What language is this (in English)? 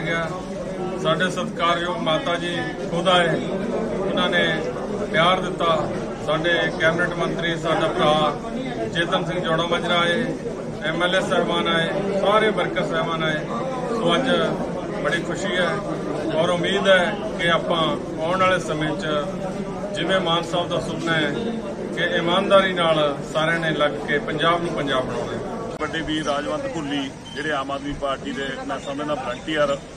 Punjabi